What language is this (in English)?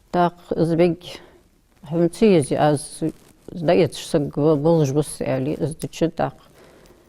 Ingush